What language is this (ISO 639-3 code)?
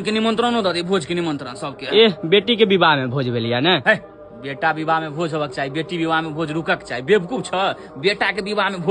mai